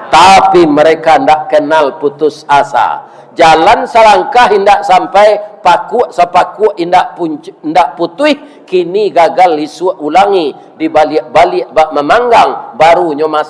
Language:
Minangkabau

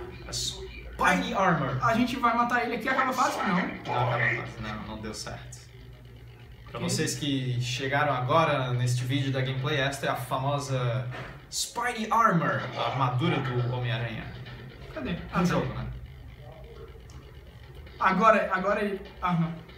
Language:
Portuguese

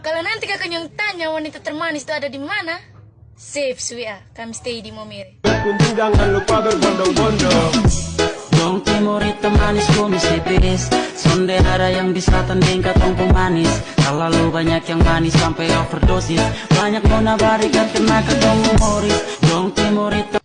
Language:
Ambonese Malay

